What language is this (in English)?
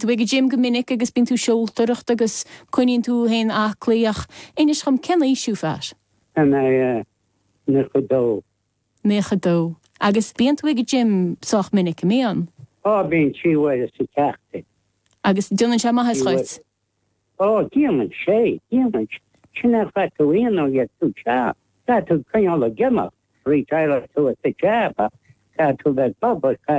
Irish